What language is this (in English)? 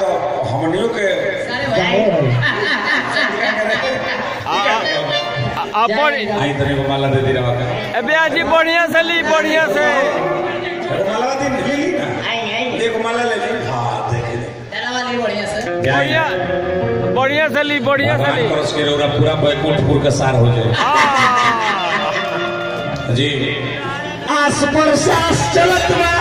Bhojpuri